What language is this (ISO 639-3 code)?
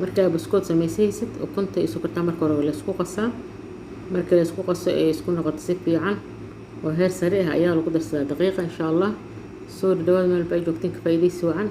som